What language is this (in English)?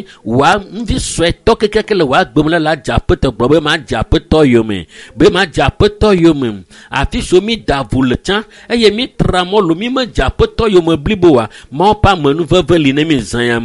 Ewe